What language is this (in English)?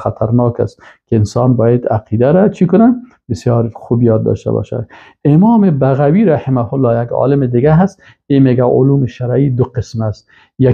Persian